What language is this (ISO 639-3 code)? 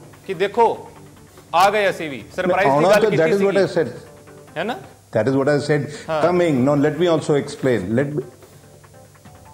pan